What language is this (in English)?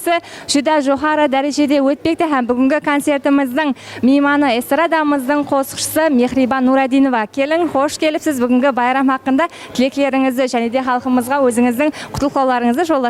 Kara-Kalpak